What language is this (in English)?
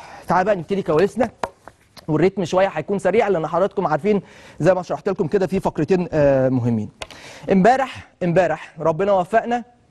Egyptian Arabic